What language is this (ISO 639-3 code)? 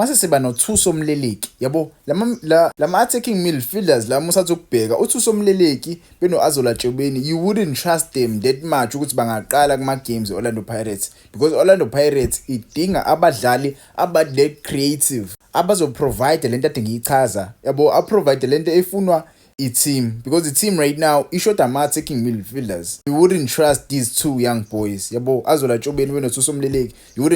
zul